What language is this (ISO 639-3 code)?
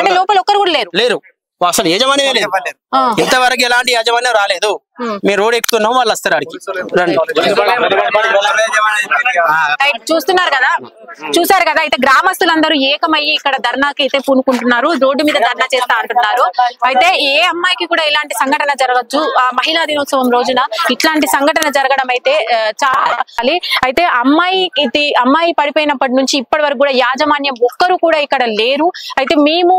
tel